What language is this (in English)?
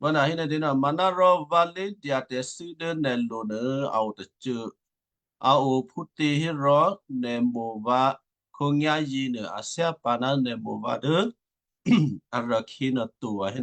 Western Kayah